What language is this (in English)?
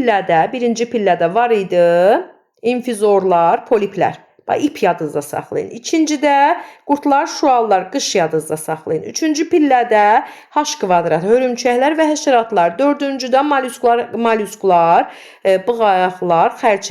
Azerbaijani